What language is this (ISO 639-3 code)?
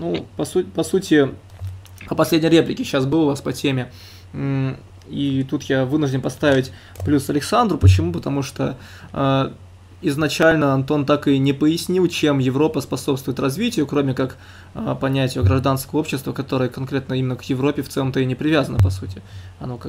rus